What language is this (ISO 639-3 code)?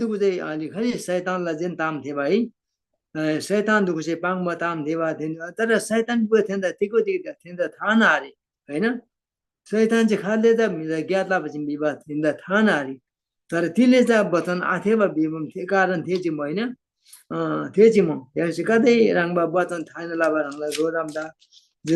taj